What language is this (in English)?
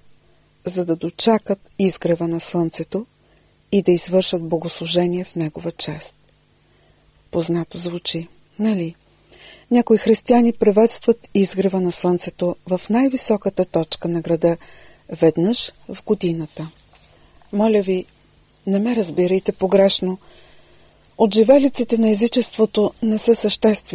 Bulgarian